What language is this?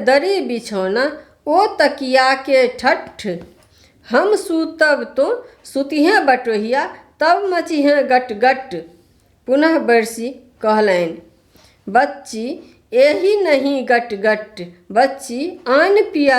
Maithili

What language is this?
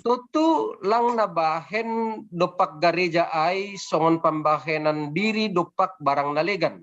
Batak Simalungun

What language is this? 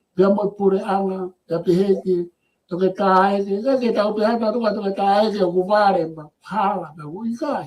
Tongan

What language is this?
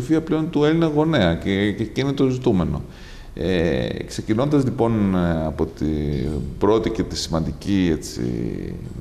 Greek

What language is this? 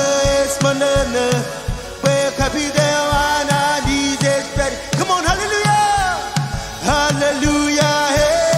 Marshallese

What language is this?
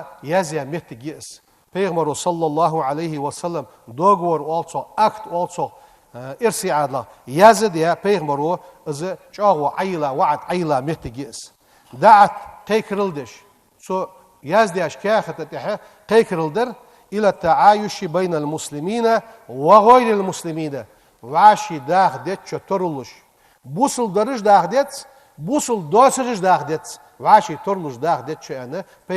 Ingush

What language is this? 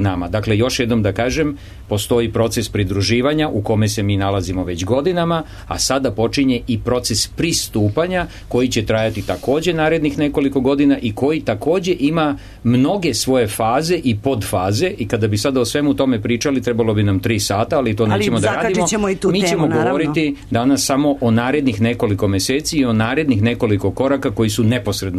Serbian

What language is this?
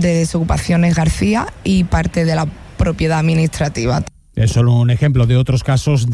Spanish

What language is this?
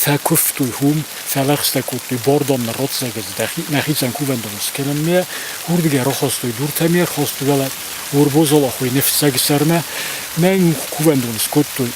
Ossetic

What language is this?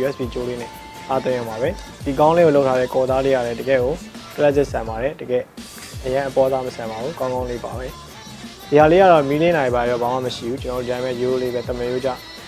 Burmese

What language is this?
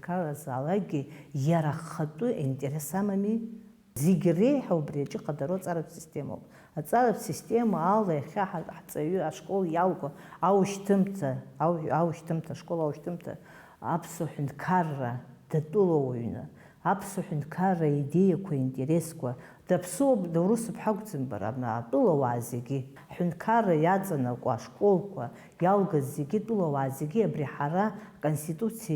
Abkhazian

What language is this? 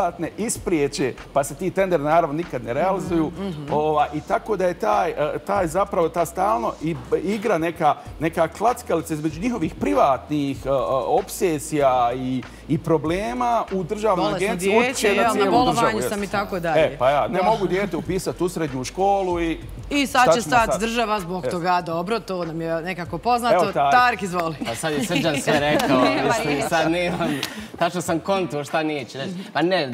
Bosnian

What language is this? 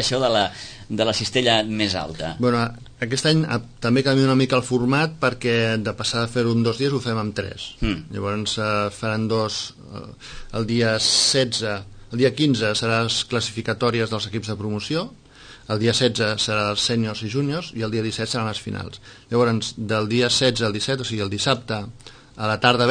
Catalan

